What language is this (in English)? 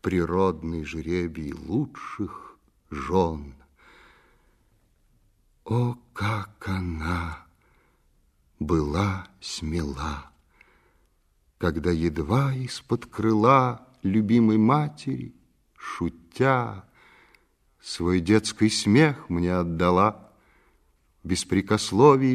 Russian